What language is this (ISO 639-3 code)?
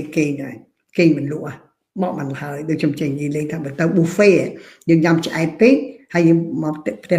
khm